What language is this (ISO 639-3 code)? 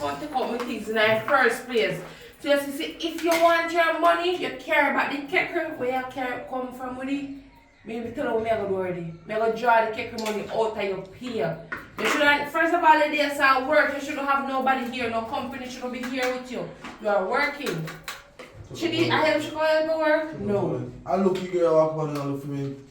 jam